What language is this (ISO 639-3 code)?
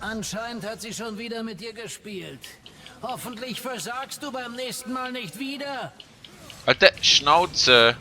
gsw